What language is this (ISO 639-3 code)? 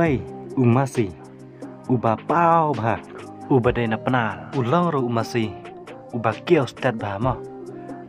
kha